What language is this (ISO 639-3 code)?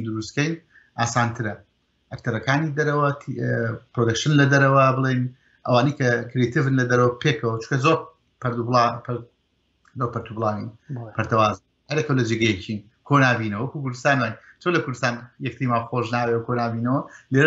ckb